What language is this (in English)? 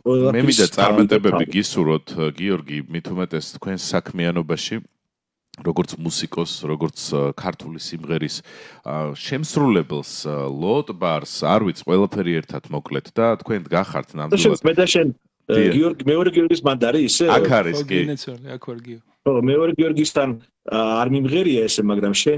Georgian